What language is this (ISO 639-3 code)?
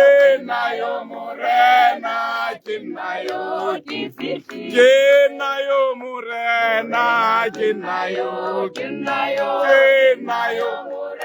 tsn